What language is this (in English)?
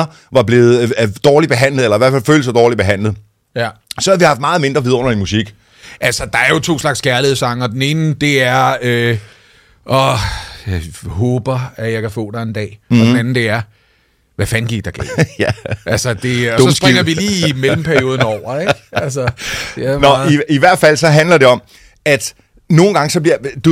Danish